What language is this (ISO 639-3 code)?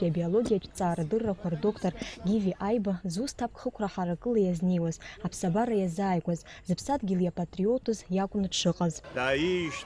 abk